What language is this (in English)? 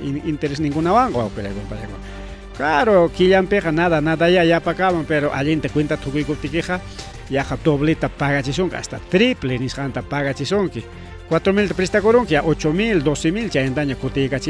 Ayacucho Quechua